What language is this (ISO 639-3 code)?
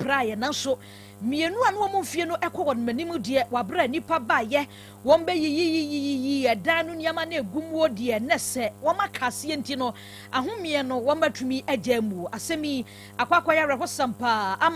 aka